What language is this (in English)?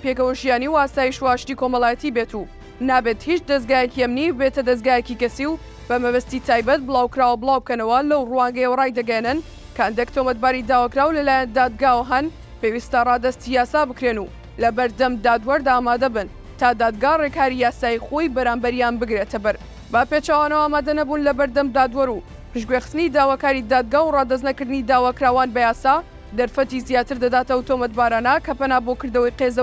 Central Kurdish